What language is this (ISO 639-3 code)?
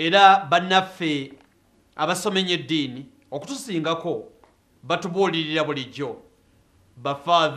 lug